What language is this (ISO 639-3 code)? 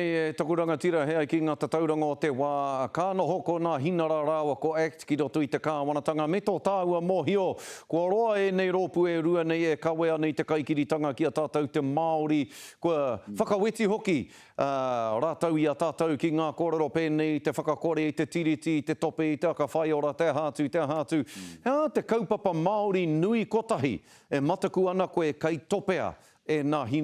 mri